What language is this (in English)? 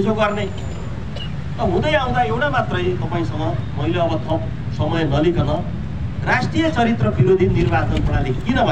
Nepali